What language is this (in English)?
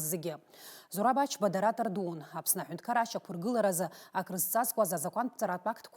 Abkhazian